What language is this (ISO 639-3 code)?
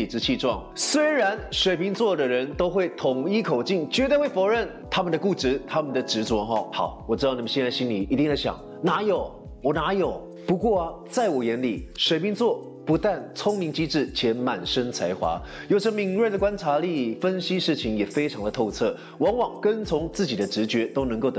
zho